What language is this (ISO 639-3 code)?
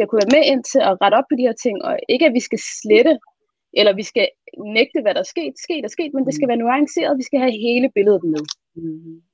dan